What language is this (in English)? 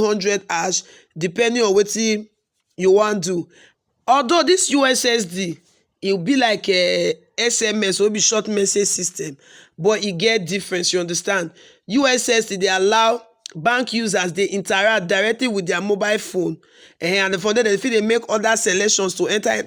Nigerian Pidgin